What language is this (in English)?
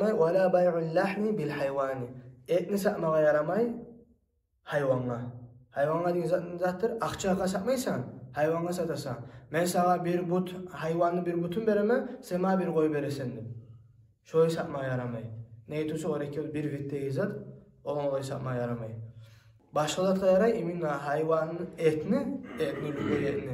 Kumyk